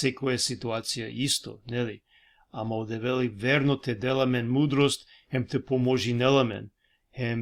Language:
Balkan Romani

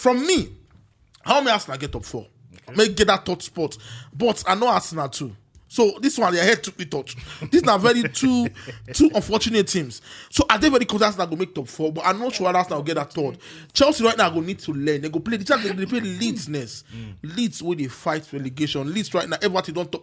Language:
Nigerian Pidgin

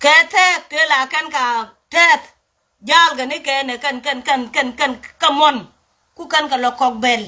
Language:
Nuer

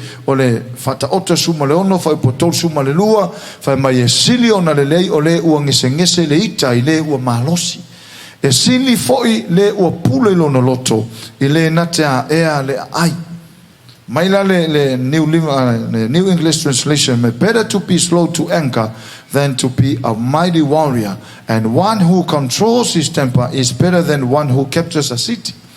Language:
Samoan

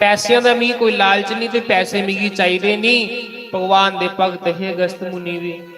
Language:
Dogri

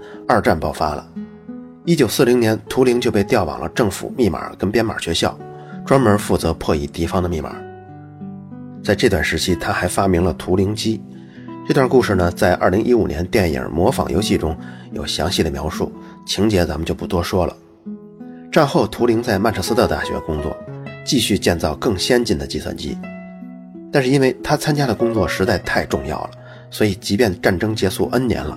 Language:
Chinese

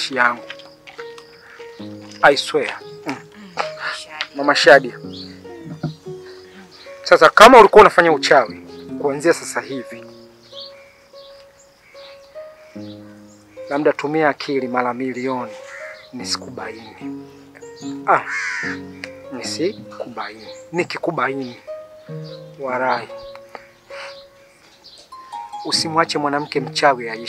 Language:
Swahili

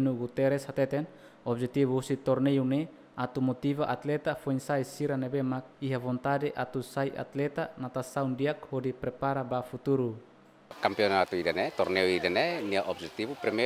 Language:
Tetum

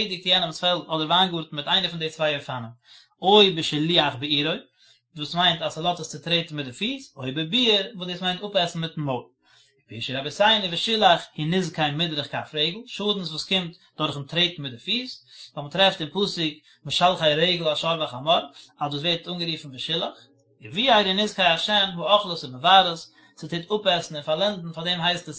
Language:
Yiddish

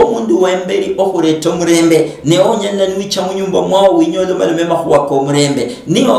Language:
Luyia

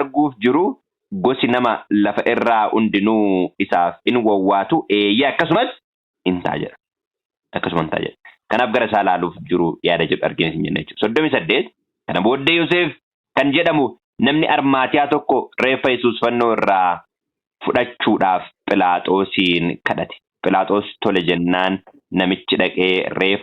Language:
Oromo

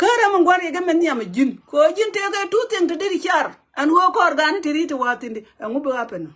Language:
Nuer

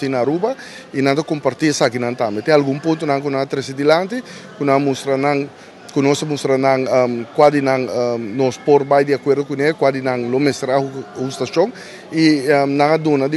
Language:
Papiamento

